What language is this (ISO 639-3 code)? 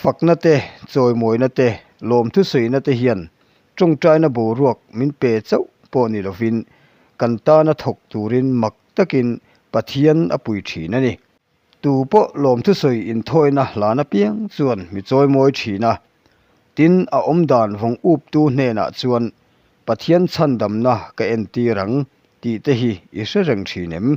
lus